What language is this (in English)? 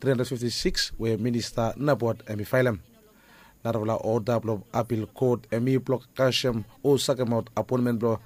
Bislama